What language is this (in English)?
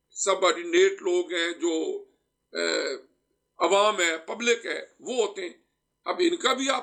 Urdu